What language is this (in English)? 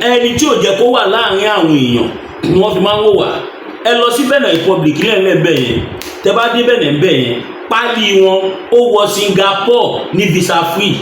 Yoruba